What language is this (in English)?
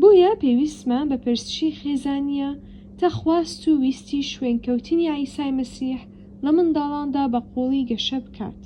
Central Kurdish